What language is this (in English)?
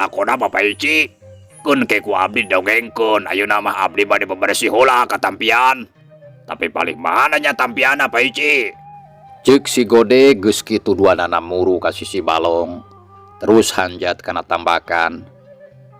Sundanese